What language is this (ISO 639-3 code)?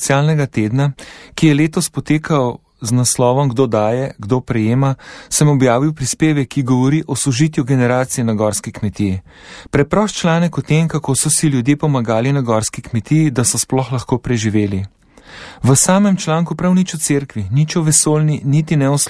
slv